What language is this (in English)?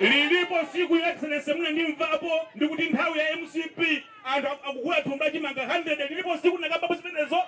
Nyanja